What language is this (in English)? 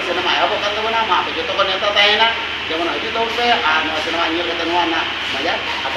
Santali